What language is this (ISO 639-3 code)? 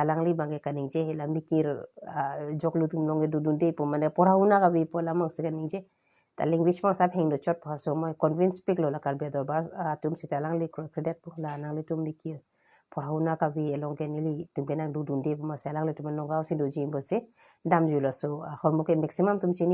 mjw